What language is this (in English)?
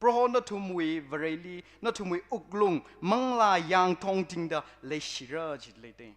Tangkhul Naga (India)